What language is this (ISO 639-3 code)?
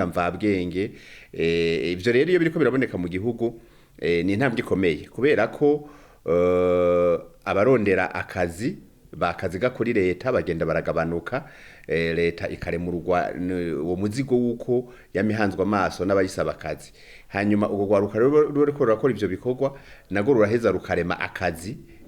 run